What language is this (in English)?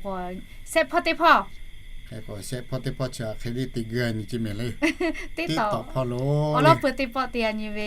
Lahu